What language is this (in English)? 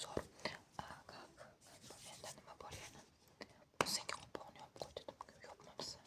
Uzbek